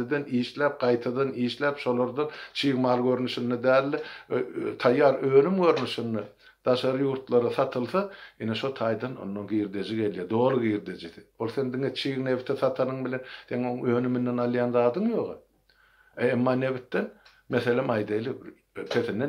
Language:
Turkmen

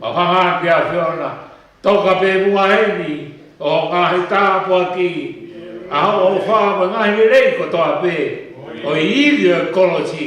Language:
Tongan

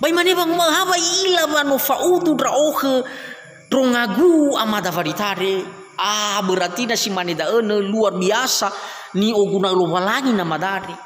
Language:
Nias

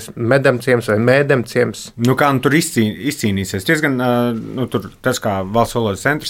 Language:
Latvian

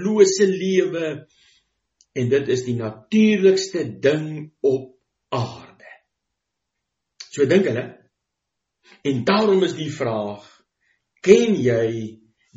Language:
Afrikaans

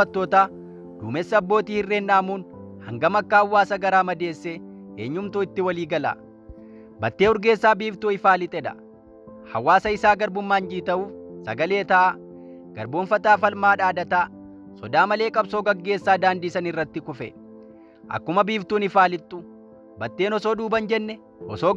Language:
Oromo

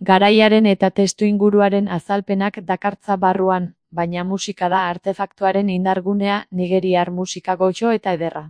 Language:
Basque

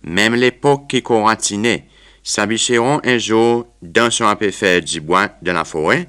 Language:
Seselwa Creole French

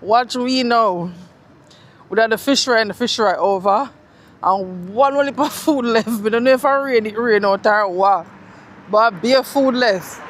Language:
Jamaican Creole English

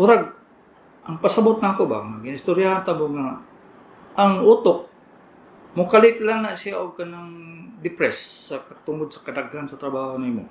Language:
Cebuano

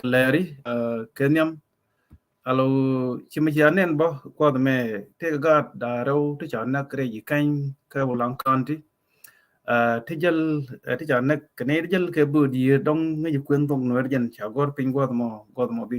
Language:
Nuer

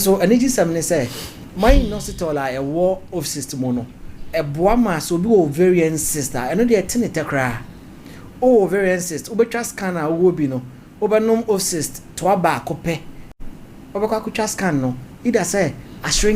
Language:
Akan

